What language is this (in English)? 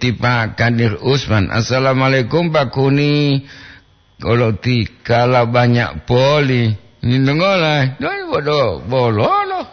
Gorontalo